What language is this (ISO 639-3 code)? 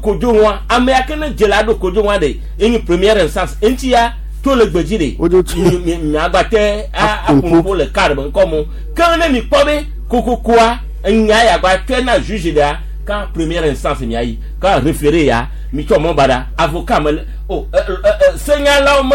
gej